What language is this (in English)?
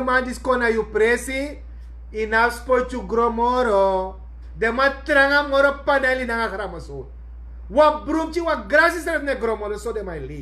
Sranan Tongo